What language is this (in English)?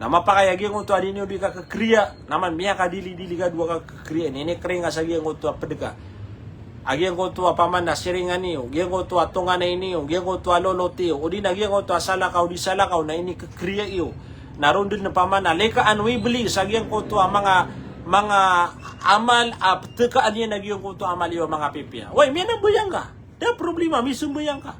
Maranao